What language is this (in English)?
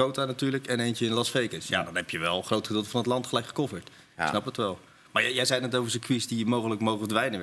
Dutch